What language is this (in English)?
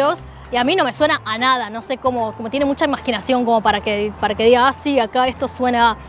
Spanish